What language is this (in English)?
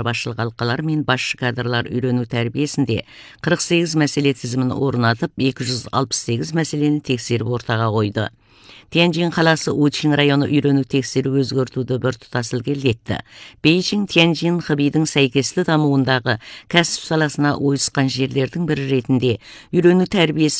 Kazakh